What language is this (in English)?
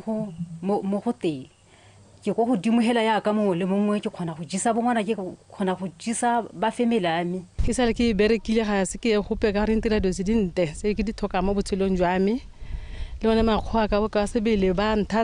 Tswana